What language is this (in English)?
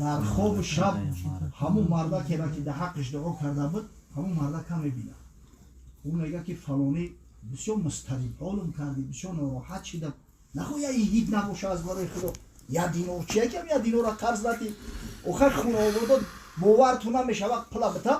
Tajik